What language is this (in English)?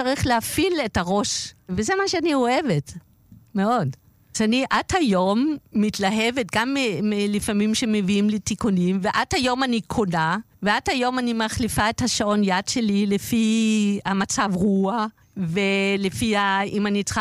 Hebrew